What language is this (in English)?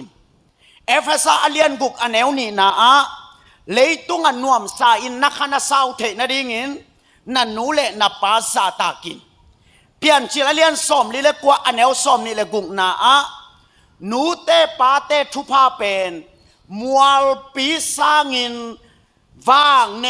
Tedim Chin